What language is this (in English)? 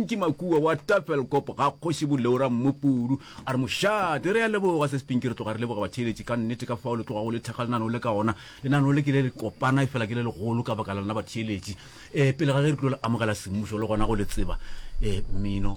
Northern Sotho